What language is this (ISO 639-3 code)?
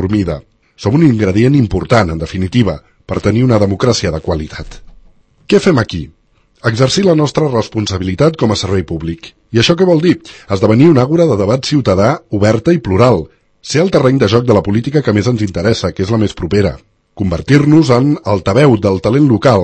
cat